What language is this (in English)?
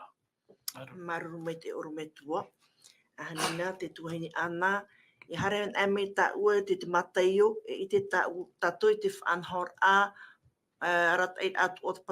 Tahitian